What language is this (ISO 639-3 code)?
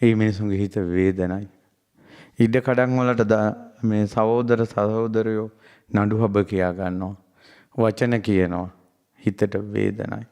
sin